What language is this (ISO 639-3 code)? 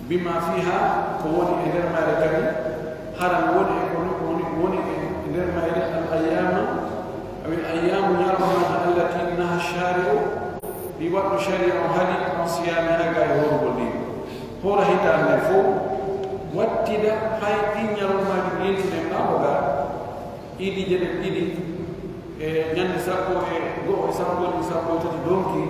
fuf